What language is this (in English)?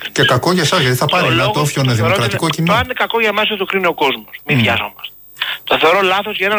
Greek